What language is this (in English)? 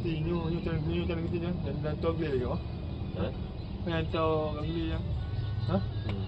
Achinese